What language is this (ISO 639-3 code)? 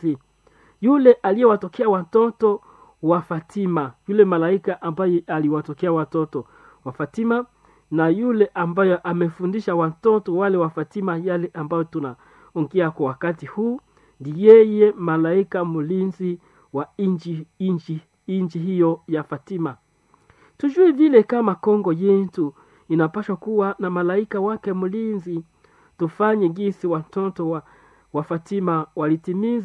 swa